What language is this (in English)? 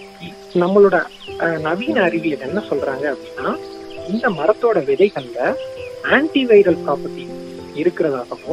Tamil